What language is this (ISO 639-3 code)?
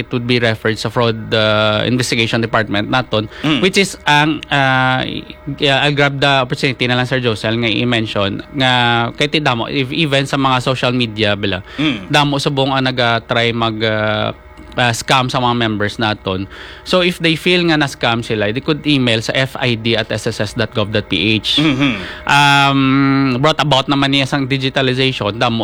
hil